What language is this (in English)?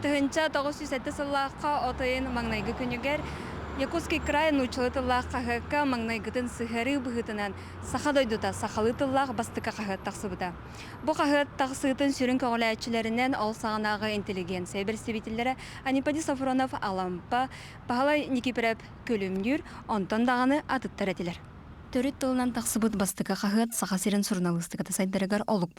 Yakut